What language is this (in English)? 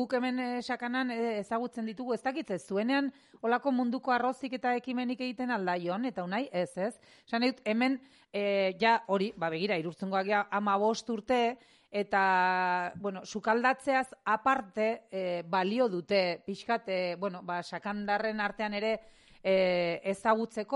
Basque